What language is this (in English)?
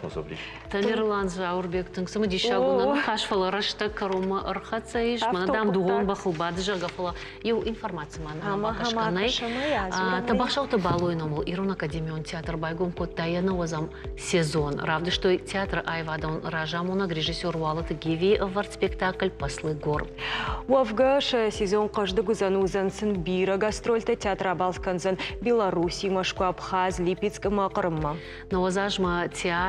Ossetic